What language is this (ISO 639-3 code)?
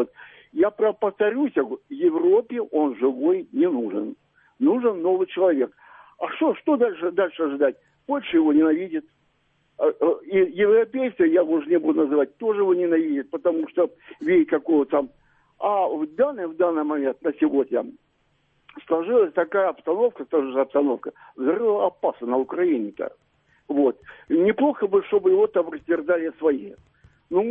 rus